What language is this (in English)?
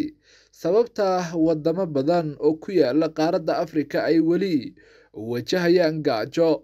Somali